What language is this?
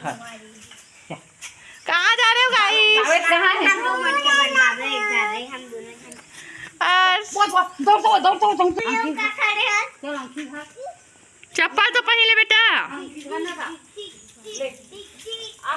Chhattisgarhi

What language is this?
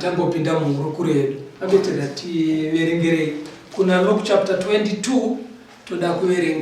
Shona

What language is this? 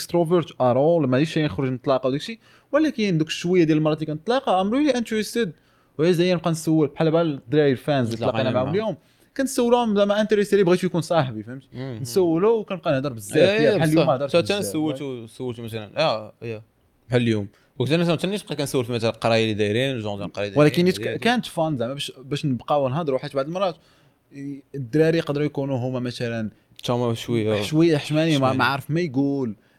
Moroccan Arabic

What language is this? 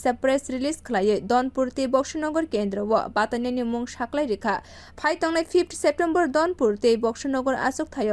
Kok Borok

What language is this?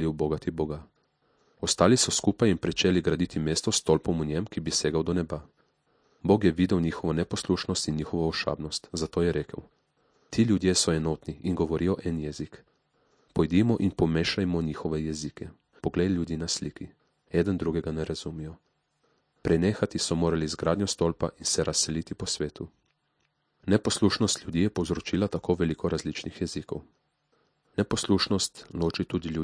Slovenian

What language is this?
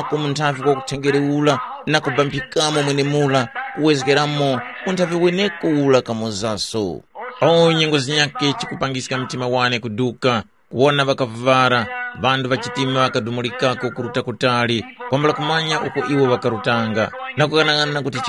Tumbuka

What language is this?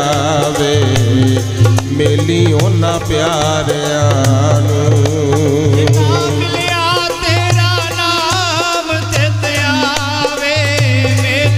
Punjabi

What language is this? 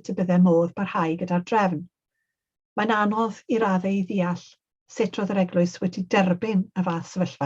Welsh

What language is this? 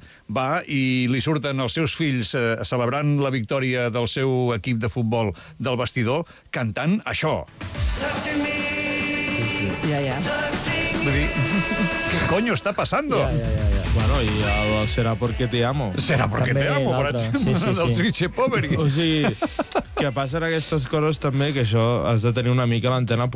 Catalan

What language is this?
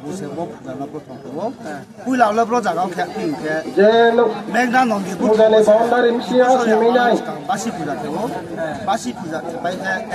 Riang (India)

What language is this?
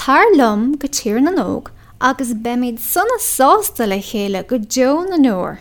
Irish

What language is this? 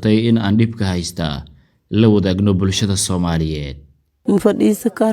Somali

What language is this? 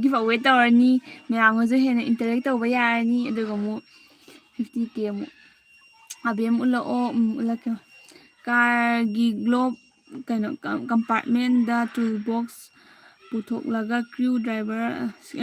Manipuri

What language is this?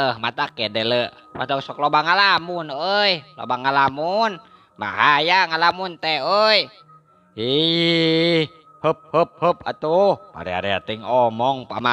Sundanese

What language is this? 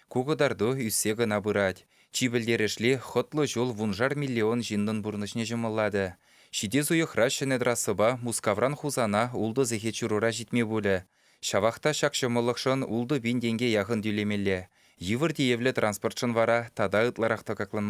Chuvash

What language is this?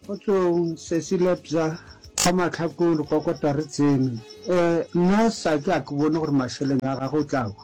Northern Sotho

